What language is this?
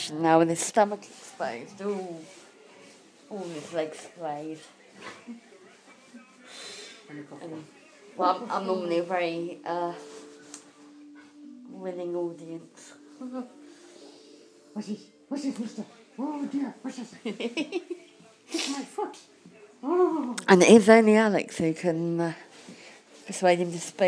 English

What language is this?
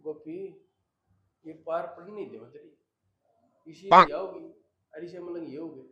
Haryanvi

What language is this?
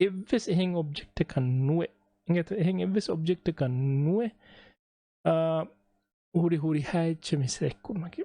Divehi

